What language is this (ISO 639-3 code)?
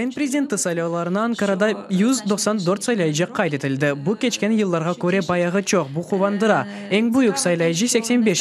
crh